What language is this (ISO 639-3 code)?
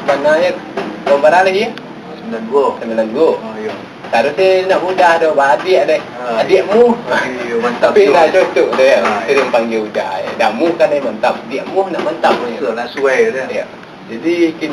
min